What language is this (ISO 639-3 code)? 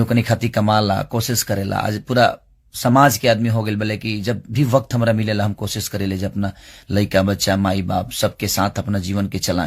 bho